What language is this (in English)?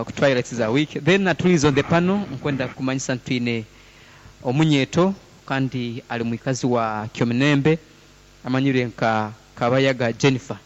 Nyankole